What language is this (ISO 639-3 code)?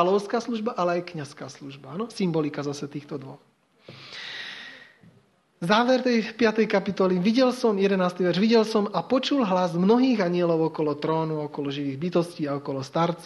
slk